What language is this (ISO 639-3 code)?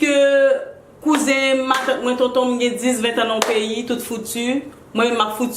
hat